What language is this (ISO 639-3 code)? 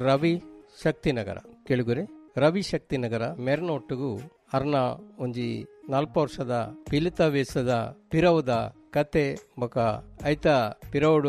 tcy